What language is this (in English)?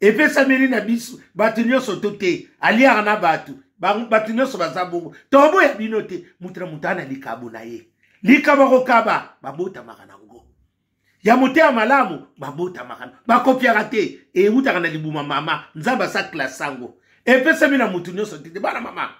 Lingala